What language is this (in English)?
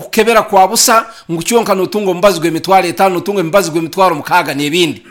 Nyankole